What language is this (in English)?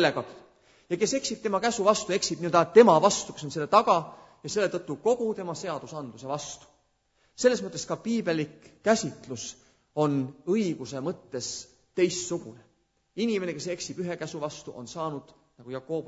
Estonian